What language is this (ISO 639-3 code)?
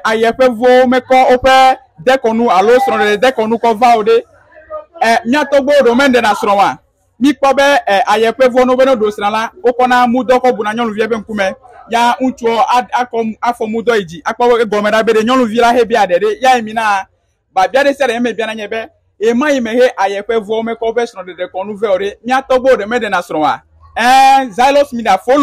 ewe